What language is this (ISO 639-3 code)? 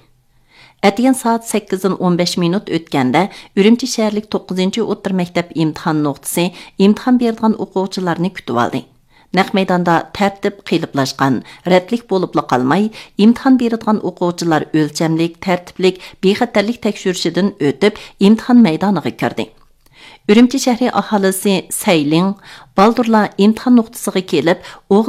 uig